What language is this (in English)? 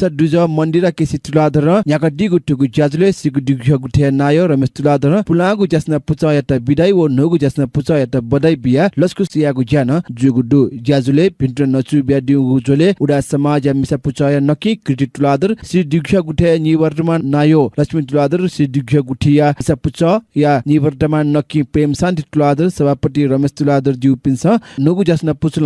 Newari